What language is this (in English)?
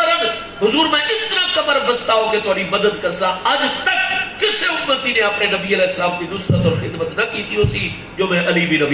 Saraiki